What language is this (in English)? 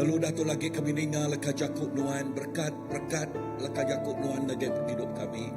Iban